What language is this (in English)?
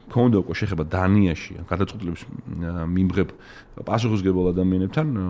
Georgian